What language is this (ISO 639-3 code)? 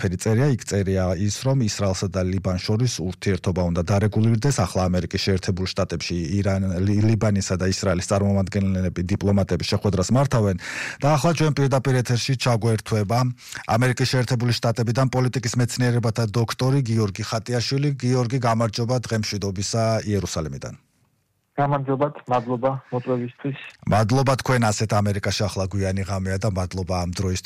kat